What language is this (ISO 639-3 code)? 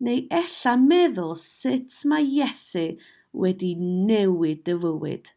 cym